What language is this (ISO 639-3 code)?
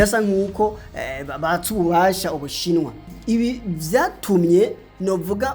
run